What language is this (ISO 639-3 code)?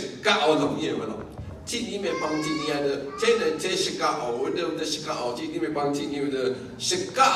raw